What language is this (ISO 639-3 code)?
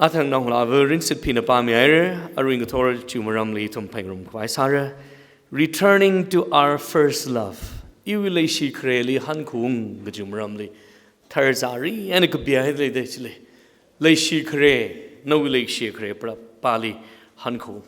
nmf